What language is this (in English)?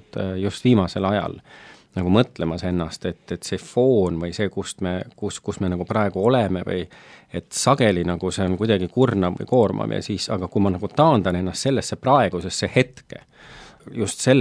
Estonian